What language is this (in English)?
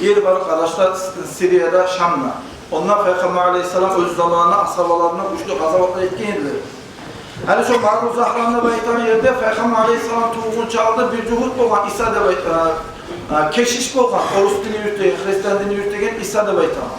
Kumyk